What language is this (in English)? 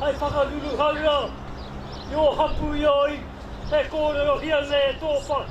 Māori